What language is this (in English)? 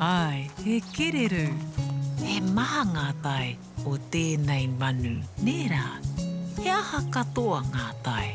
Māori